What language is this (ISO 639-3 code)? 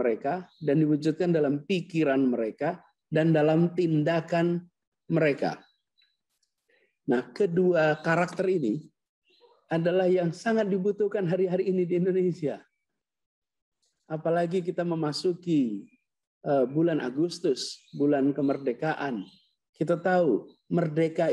ind